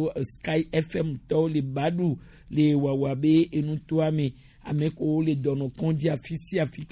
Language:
Gen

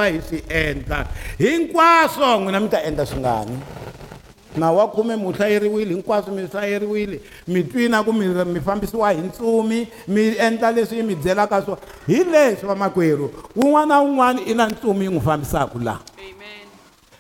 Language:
Tsonga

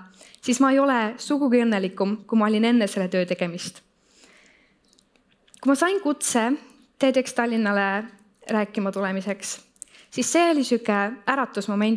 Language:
Estonian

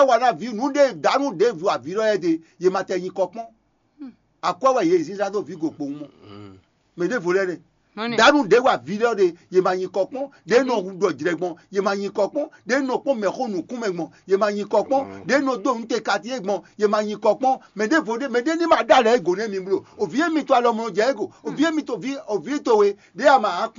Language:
Fon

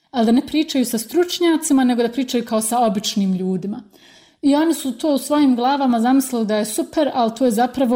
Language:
Bosnian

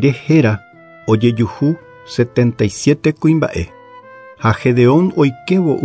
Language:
Guarani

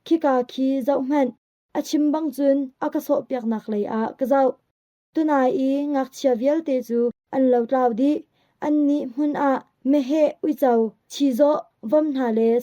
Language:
Hakha Chin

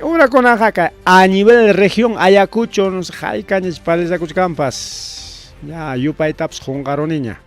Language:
Ayacucho Quechua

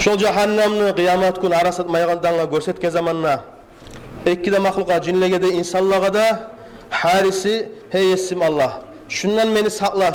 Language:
Kumyk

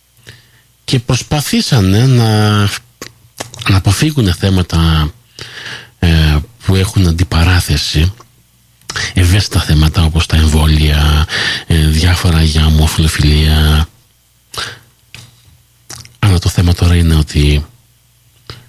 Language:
Greek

